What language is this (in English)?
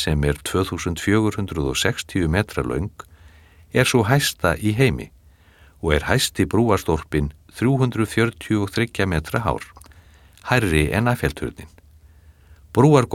Icelandic